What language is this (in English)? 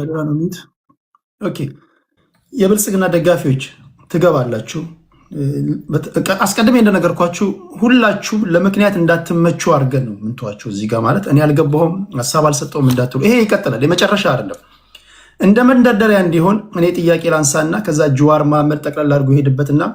Amharic